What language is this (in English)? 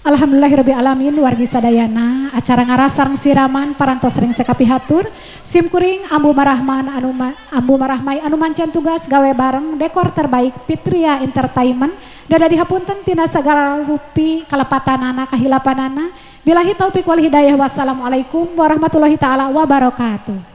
Sundanese